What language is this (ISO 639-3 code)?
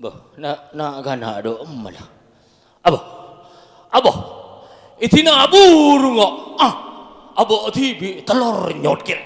mad